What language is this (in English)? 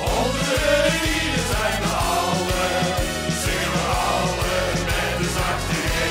Limburgish